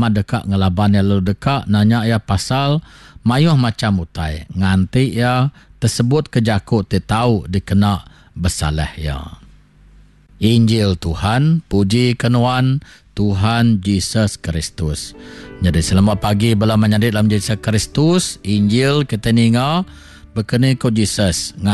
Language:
Iban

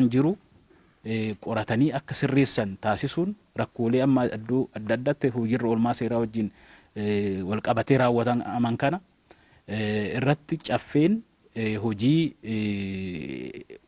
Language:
Oromo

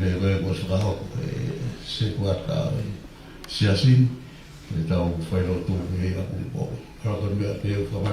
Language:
Tongan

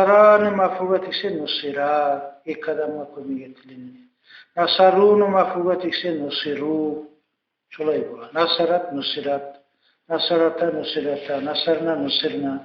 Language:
Kumyk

